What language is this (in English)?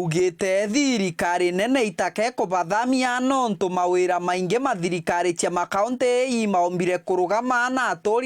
Meru